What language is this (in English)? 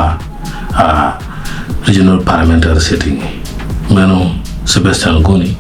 Acoli